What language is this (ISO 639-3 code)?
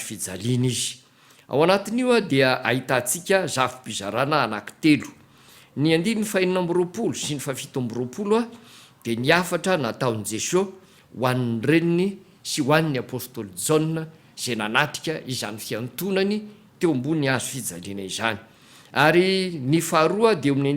mlg